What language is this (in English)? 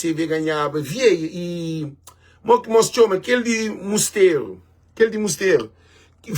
Kabuverdianu